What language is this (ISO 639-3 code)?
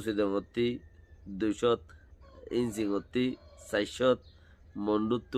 rhg